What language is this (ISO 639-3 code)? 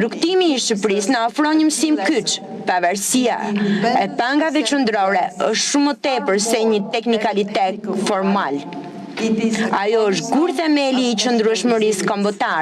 sqi